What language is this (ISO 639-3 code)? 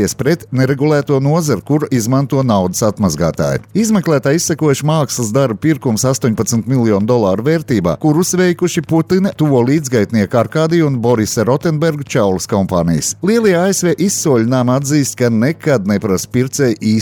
lav